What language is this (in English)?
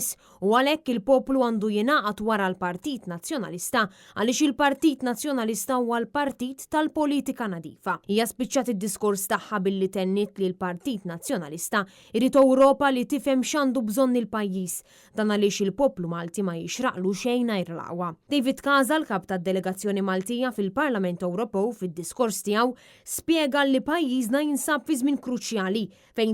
Maltese